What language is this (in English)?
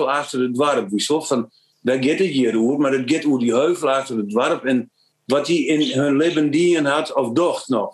Western Frisian